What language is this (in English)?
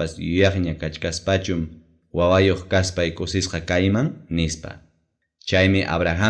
Ayacucho Quechua